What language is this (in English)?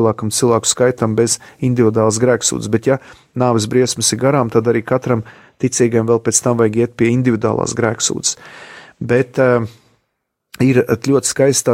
Latvian